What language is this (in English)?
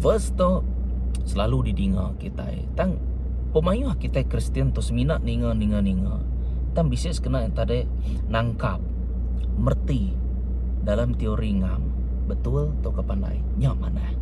Iban